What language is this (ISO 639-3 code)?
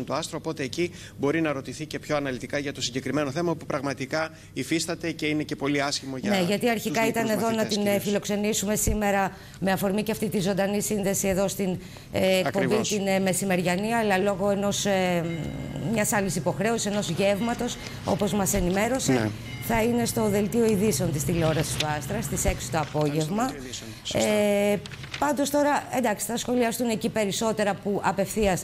ell